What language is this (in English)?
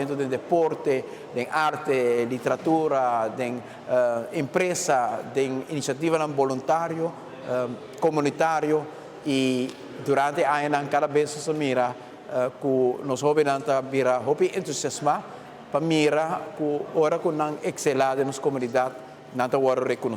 Papiamento